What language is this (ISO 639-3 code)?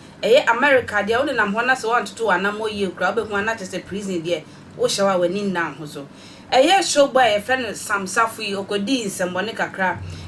aka